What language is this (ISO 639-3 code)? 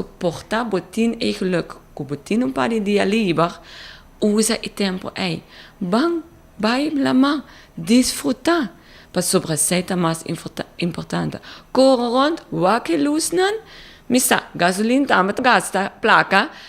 pap